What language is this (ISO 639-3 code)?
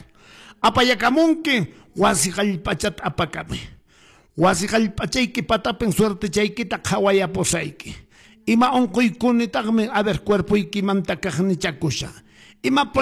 que